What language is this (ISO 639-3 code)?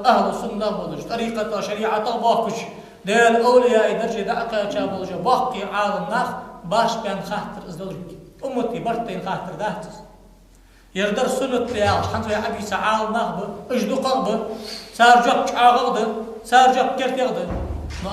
inh